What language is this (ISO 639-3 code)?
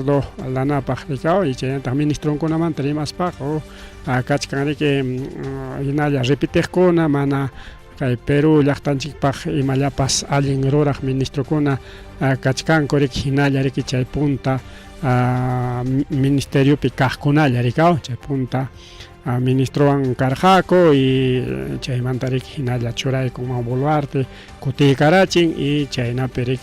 quy